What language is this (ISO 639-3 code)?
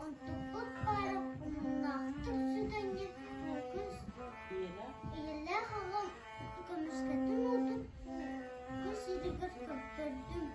sah